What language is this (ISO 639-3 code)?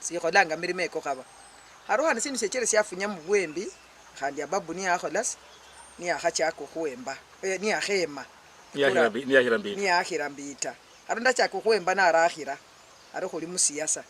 luy